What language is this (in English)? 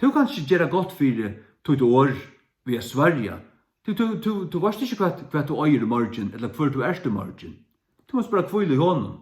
Faroese